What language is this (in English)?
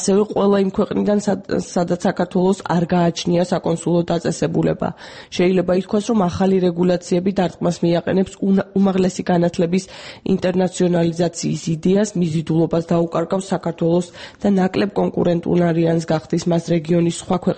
Georgian